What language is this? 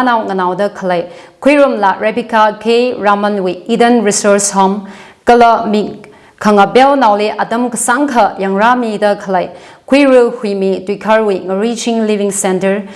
Tangkhul Naga (India)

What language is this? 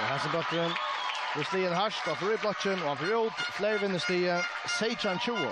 Faroese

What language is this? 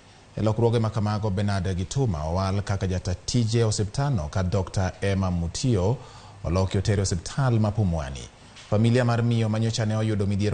Luo (Kenya and Tanzania)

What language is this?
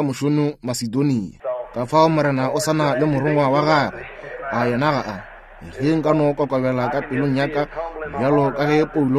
Northern Sotho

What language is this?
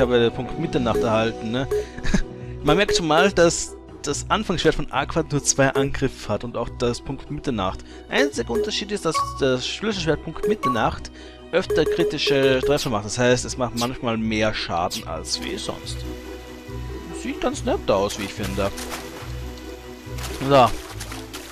German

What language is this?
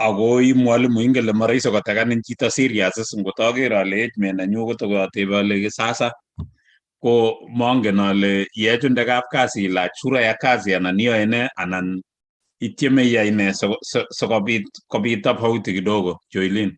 Kalenjin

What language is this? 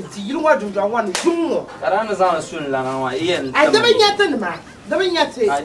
Dagbani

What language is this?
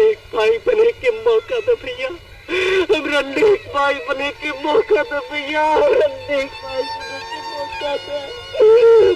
Magahi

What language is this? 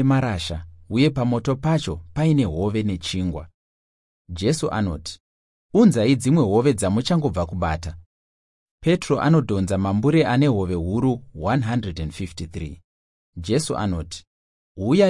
Shona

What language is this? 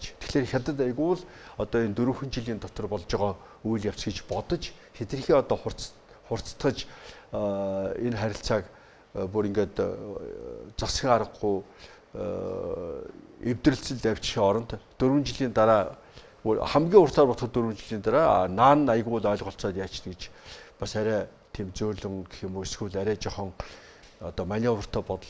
Mongolian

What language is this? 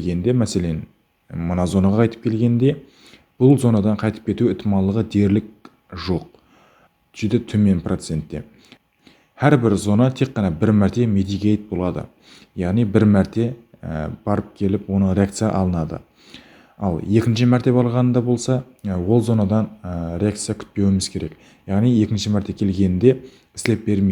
Kara-Kalpak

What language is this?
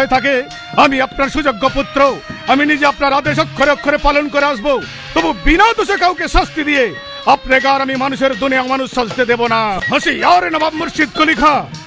Bangla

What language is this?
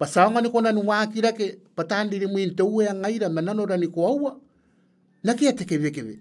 Gilbertese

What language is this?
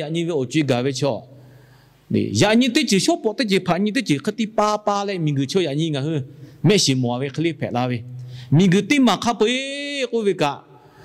Lahu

